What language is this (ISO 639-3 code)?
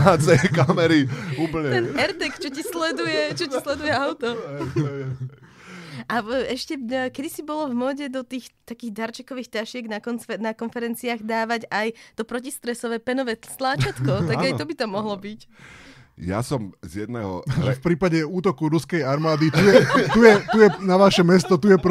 slk